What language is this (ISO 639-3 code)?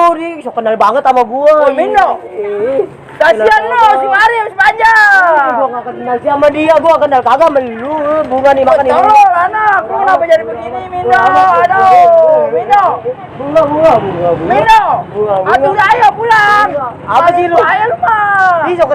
bew